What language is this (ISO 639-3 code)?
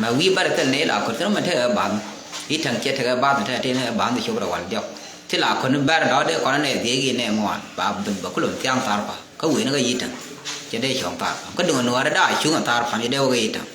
nus